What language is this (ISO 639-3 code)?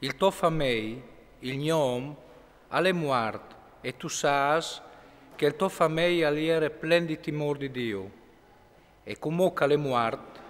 fur